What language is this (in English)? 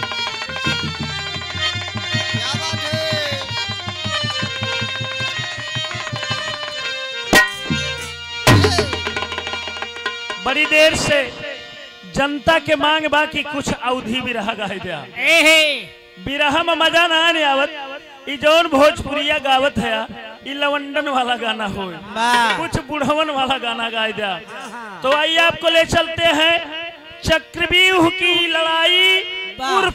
Bhojpuri